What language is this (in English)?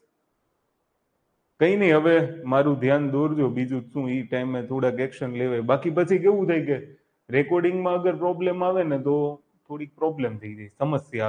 Gujarati